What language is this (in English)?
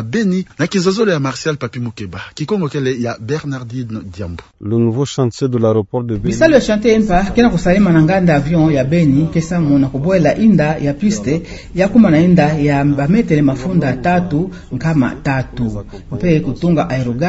Kituba (Democratic Republic of Congo)